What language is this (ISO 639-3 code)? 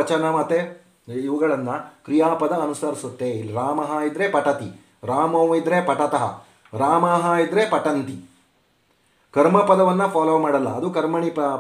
kan